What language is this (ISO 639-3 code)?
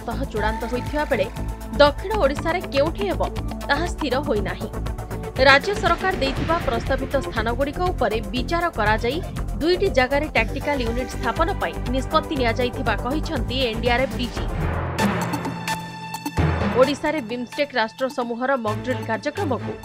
ori